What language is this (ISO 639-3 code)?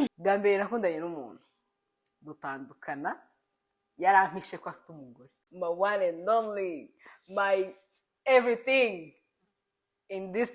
kin